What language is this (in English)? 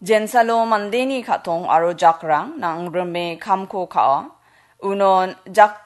Garo